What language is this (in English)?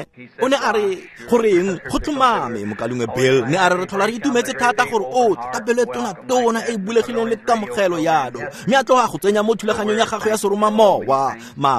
Tswana